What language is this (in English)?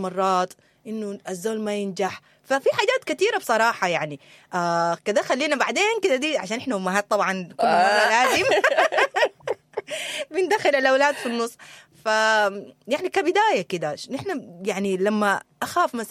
Sudanese Arabic